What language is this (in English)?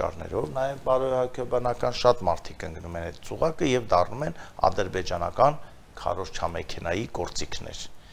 Armenian